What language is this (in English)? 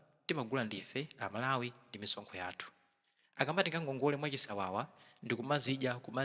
Nyanja